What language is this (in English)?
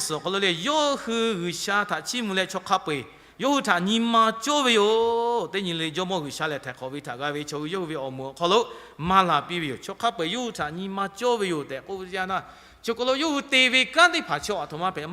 Lahu